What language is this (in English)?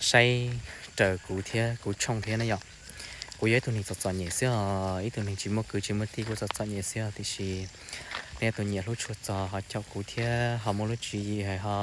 Hmong